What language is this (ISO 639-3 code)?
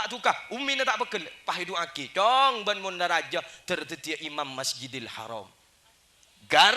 mad